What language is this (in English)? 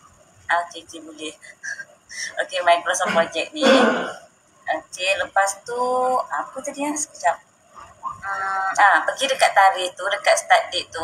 Malay